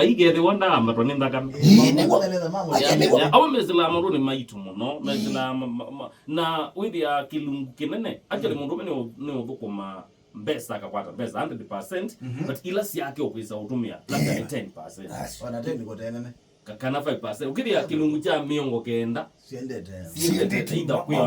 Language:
Kamba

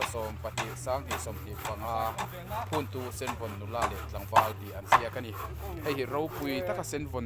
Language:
Hmar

